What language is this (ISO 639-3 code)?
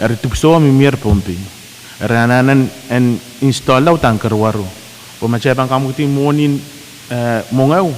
pon